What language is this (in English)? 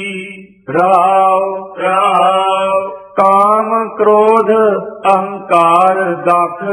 Punjabi